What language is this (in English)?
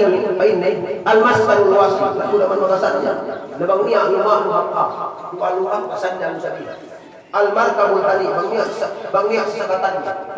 Yakan